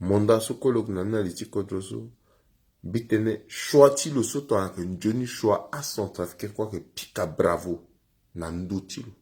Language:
Sango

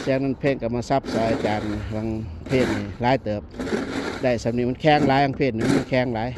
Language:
Lao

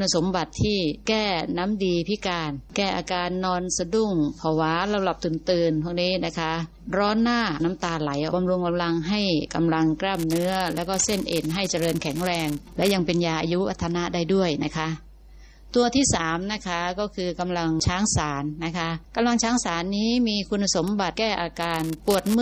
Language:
Thai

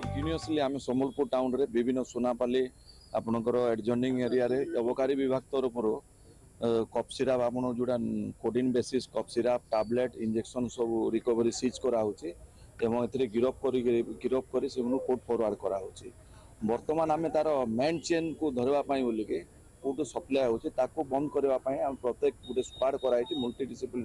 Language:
Odia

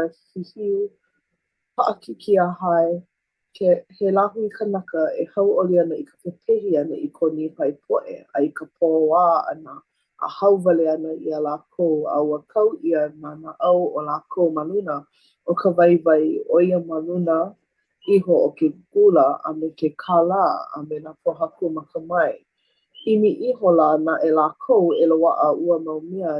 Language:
Hawaiian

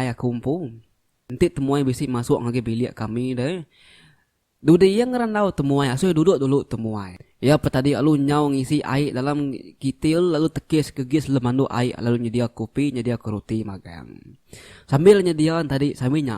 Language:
Iban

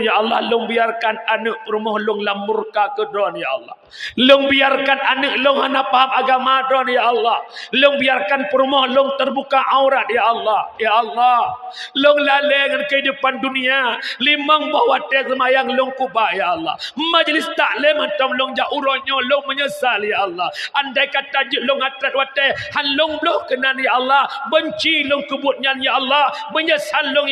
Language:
Achinese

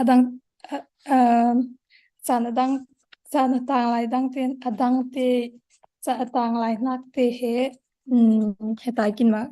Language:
Falam Chin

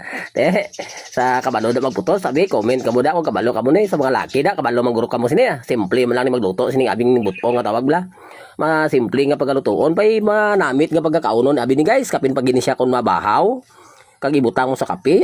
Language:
Cebuano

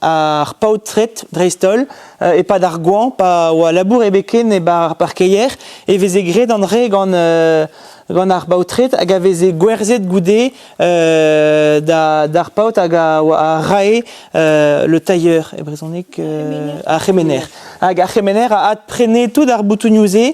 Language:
Breton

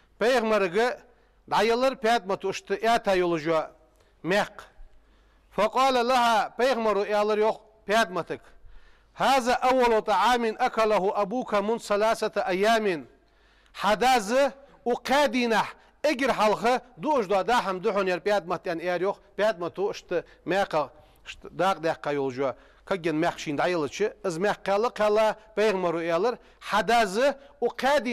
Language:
Ingush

